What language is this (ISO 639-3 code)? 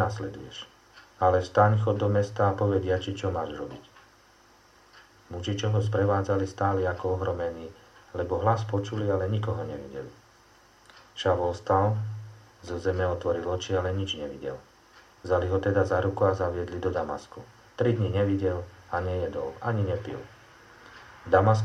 slk